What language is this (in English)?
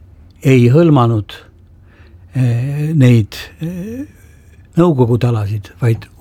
Estonian